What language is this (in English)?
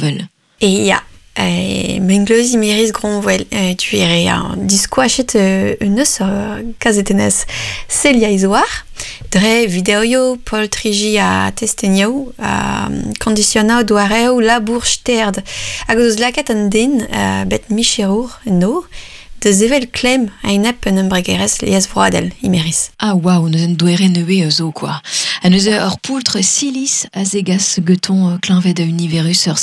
Breton